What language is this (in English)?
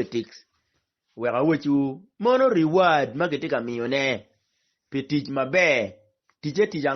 Acoli